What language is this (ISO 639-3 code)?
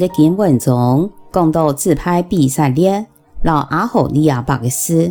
hak